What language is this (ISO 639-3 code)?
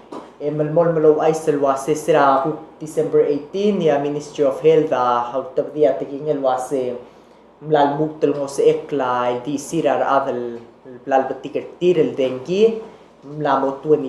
pau